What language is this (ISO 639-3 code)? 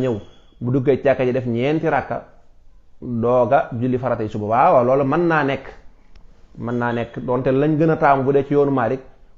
wol